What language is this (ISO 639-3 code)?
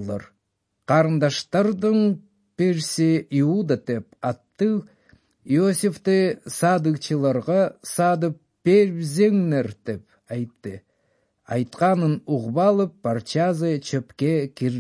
kir